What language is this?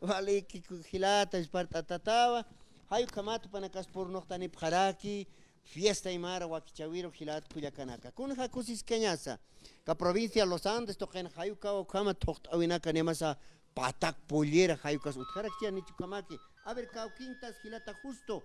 Aymara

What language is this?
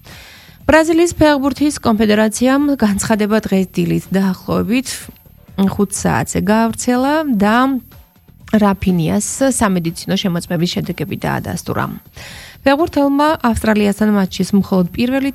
Georgian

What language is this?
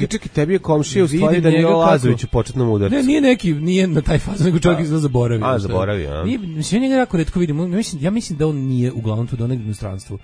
Serbian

